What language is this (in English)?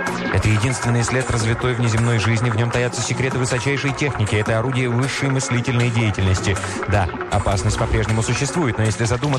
Russian